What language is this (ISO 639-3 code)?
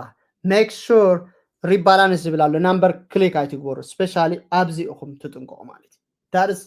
tir